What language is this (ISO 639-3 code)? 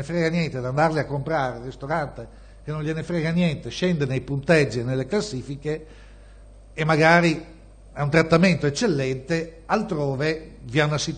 ita